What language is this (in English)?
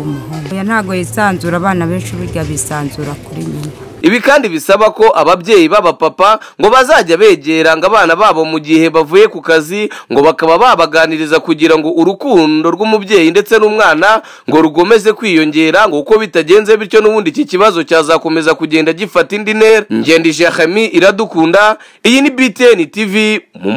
Kinyarwanda